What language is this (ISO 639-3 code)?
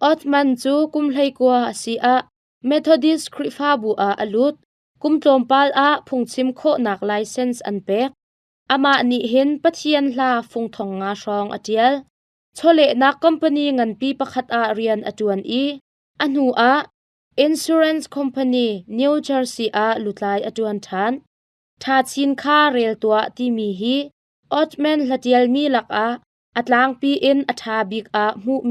cnh